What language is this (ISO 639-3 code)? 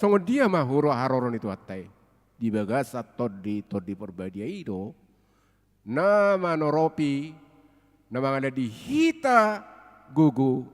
bbc